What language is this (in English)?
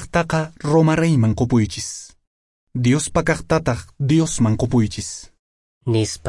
Quechua